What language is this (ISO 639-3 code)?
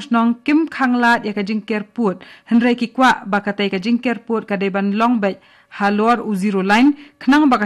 kha